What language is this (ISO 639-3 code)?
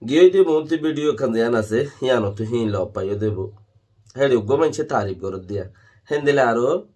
rhg